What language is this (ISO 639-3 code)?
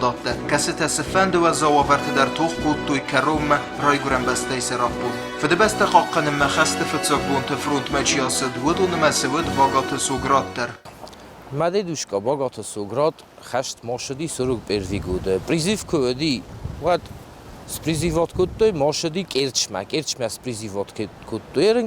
oss